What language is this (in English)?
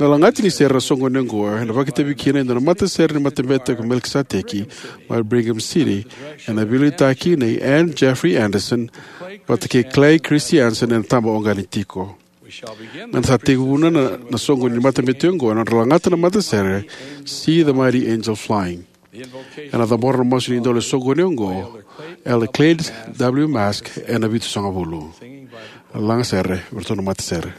Fijian